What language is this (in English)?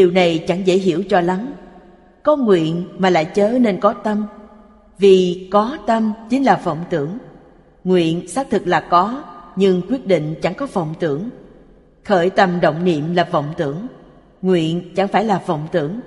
Vietnamese